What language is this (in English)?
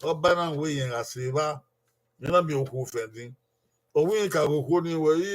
Bini